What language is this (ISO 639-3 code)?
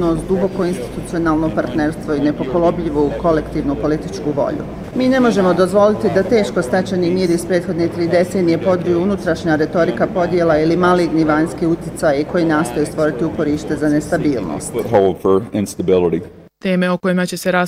bos